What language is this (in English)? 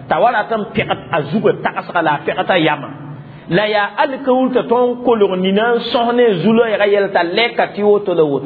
Mossi